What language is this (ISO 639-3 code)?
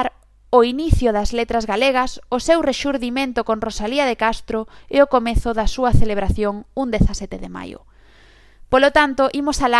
glg